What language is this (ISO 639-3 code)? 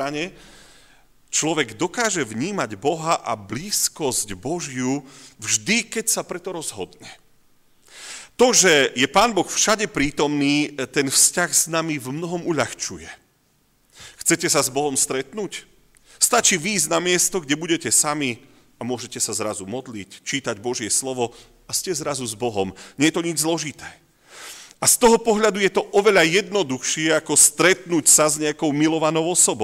slk